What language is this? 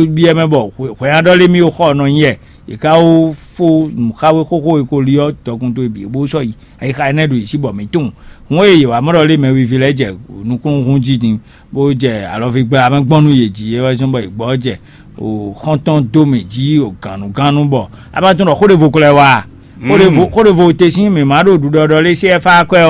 Fon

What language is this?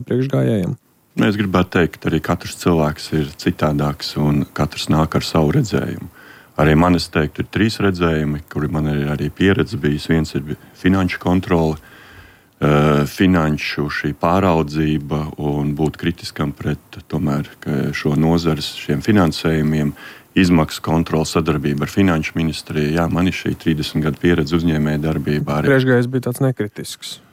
Latvian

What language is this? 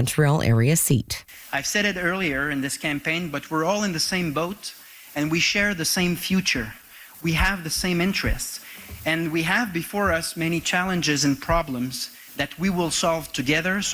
English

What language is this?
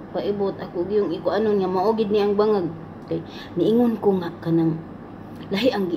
Cebuano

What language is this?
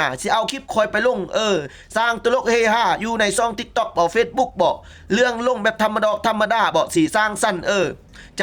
Lao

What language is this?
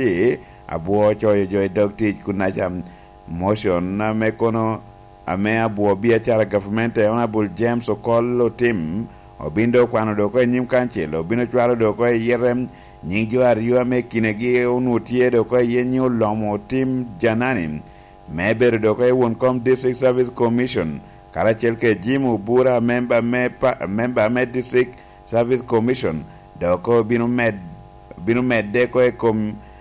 Lango (Uganda)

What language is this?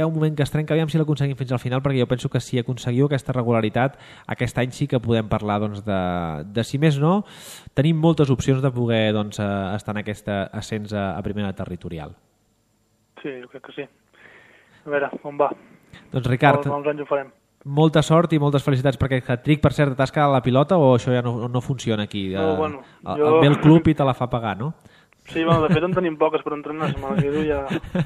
Catalan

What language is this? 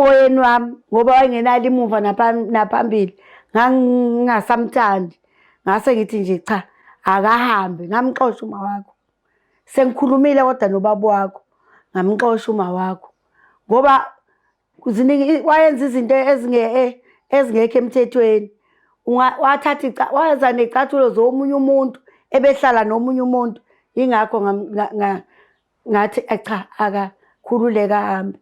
Zulu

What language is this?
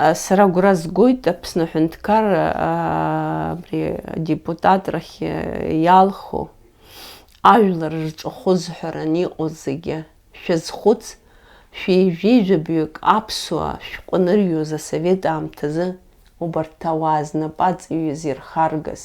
Abkhazian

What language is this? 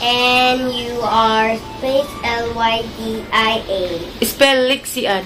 Cebuano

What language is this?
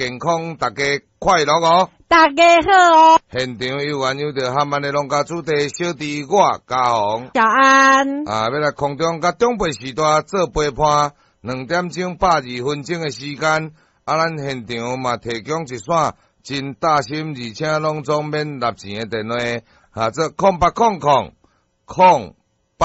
Min Nan Chinese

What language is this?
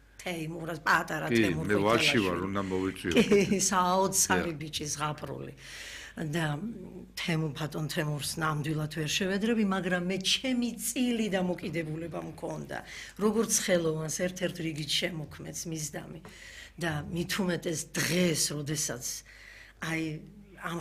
Georgian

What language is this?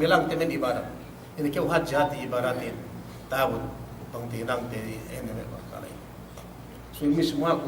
Yakan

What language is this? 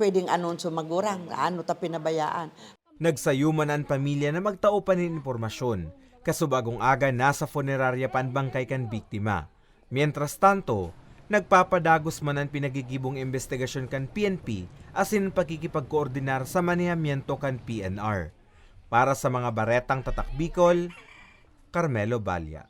Bikol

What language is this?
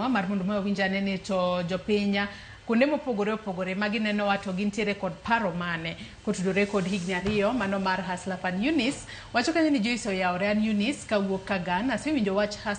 Luo (Kenya and Tanzania)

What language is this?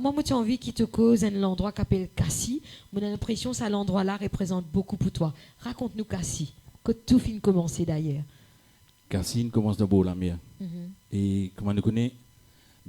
Morisyen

